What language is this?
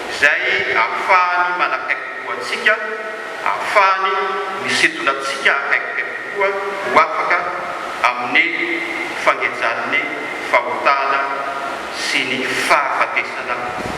Malagasy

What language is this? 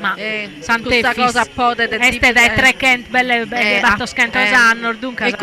Sardinian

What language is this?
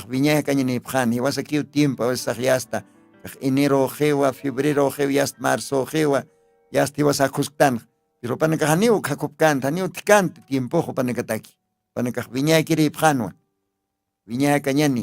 Aymara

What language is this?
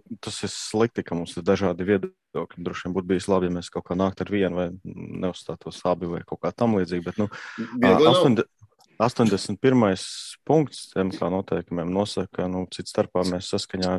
Latvian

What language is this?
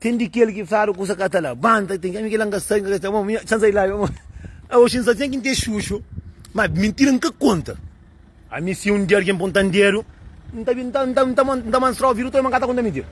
Kabuverdianu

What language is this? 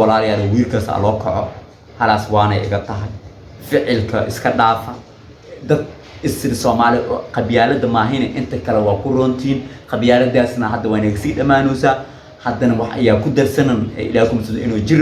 Somali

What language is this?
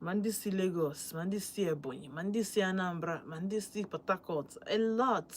Igbo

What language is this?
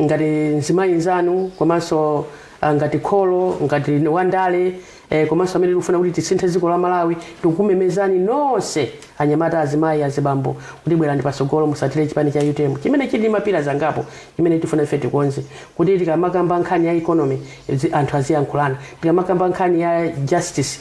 Nyanja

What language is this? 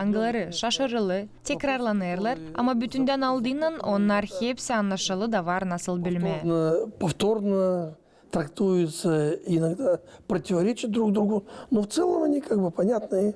Gagauz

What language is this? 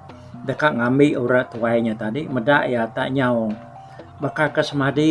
Iban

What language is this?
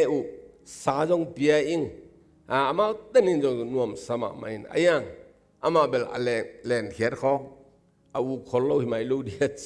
Tedim Chin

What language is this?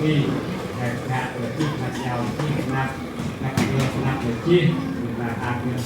Central Mnong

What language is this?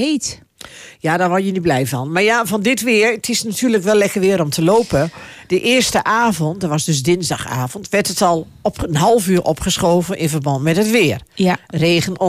Dutch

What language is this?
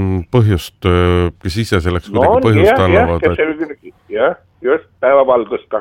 Estonian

